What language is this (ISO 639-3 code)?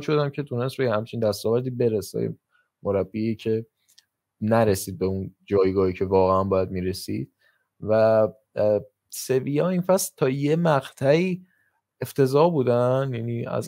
fas